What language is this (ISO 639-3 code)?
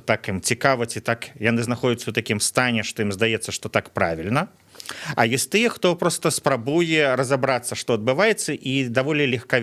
bel